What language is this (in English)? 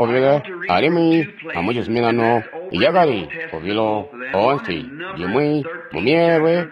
Tonga (Zambia)